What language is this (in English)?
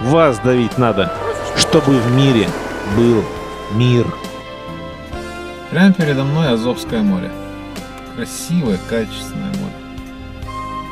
Russian